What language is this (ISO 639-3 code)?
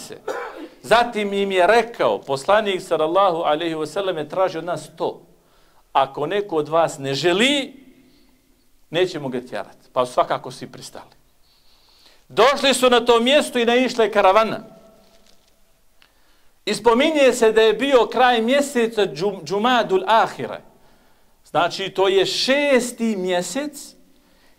bos